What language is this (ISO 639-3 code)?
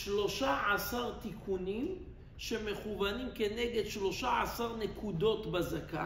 heb